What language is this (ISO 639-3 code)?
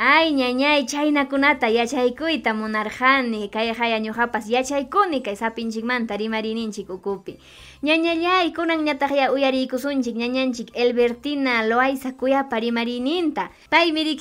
quy